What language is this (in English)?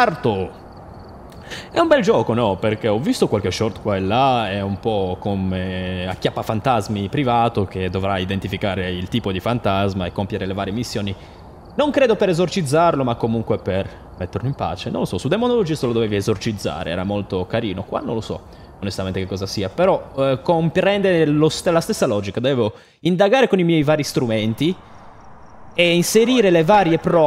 Italian